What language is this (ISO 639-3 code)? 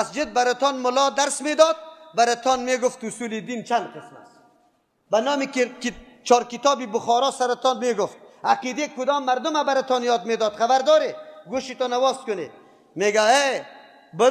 tgk